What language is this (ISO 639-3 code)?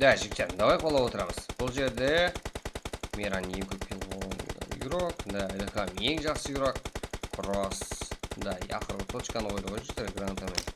kaa